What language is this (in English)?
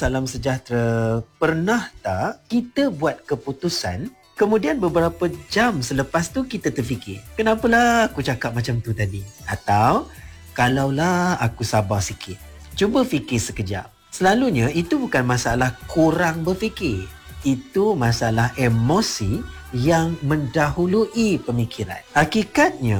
Malay